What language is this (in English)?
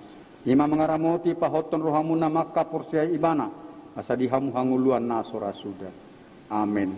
Batak Toba